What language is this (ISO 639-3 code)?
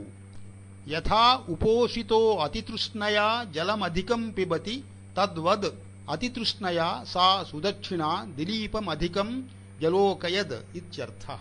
san